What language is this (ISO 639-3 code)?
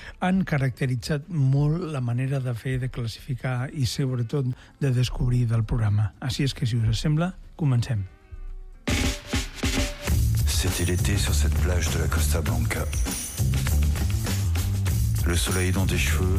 cat